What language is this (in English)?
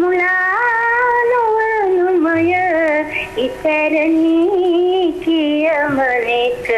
Sinhala